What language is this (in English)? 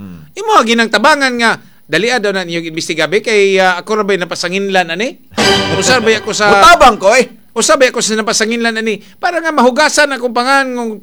Cebuano